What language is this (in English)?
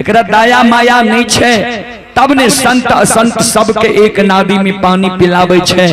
Maithili